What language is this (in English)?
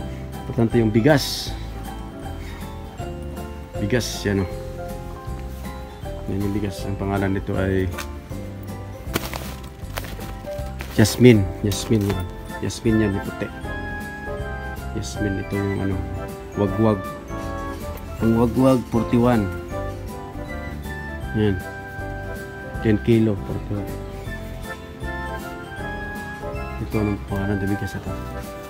Filipino